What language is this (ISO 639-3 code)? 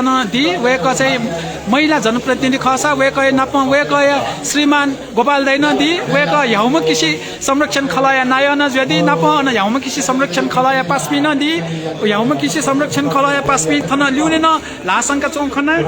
new